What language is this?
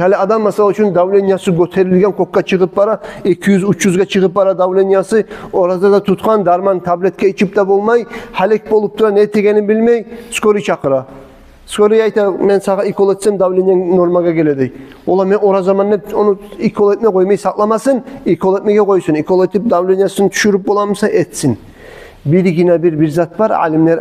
Kumyk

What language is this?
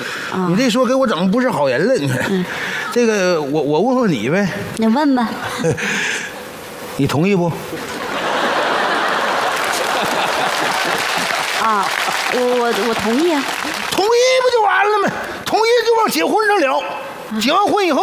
Chinese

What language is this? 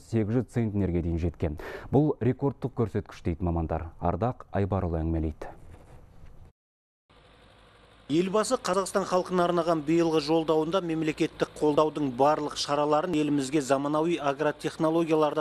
Kazakh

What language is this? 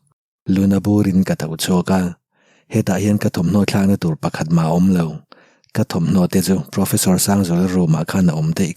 Mizo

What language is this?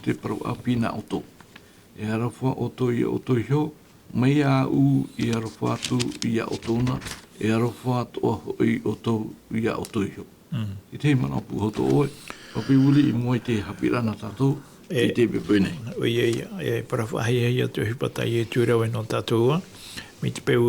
Tahitian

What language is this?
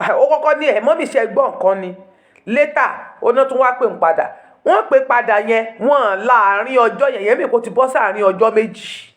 Yoruba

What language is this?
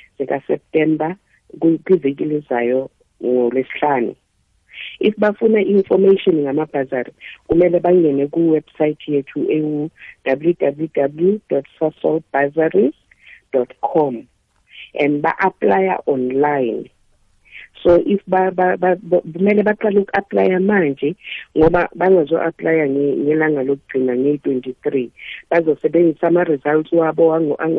South Ndebele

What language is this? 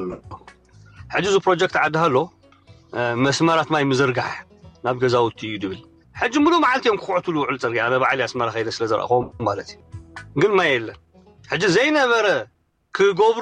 Tigrinya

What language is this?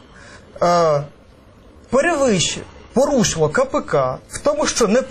Ukrainian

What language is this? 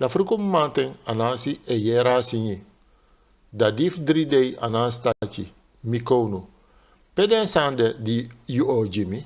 Sranan Tongo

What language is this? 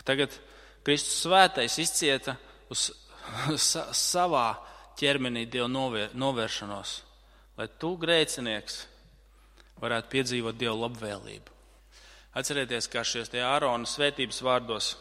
Latvian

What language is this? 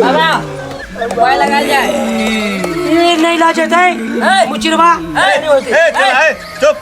Maithili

